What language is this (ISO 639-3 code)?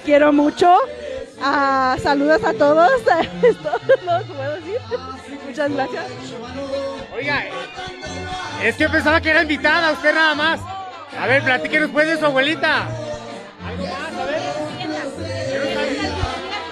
spa